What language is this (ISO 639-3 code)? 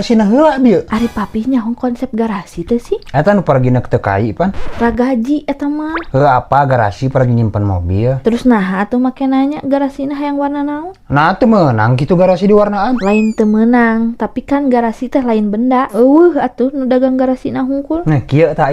sun